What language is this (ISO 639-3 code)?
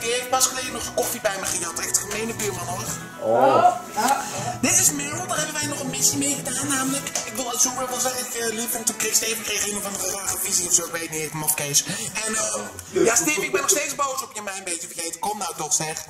nld